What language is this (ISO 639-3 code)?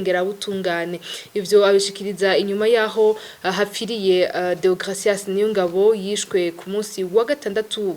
run